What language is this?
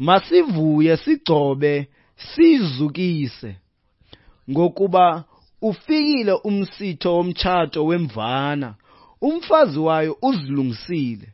Xhosa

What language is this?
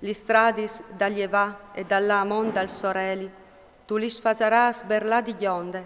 Friulian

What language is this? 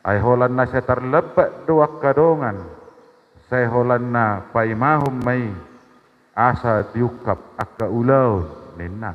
Batak Toba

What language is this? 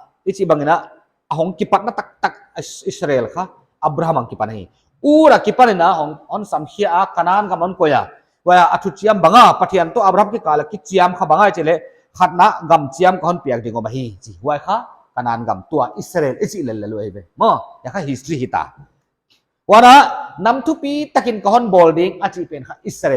Paite Chin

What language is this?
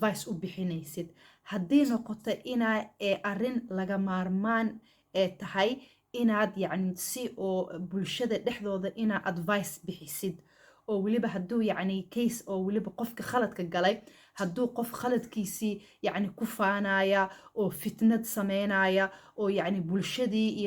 Somali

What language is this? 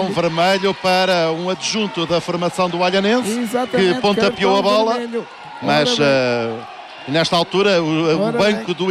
Portuguese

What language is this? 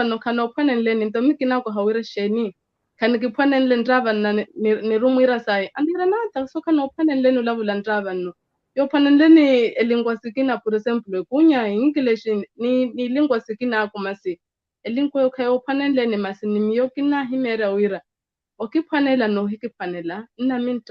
Makhuwa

